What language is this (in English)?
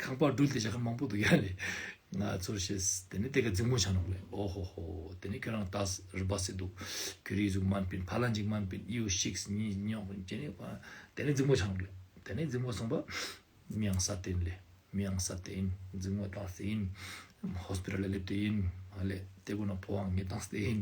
Ladakhi